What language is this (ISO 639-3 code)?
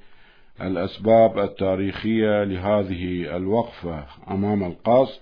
ara